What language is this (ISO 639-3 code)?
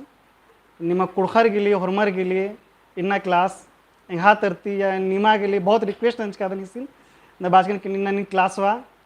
kru